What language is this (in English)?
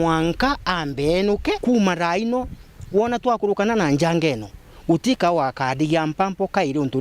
Meru